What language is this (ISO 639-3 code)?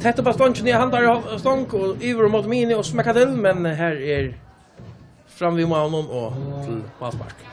fao